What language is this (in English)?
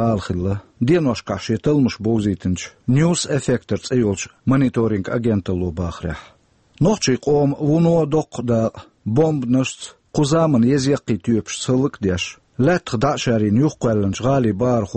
Chechen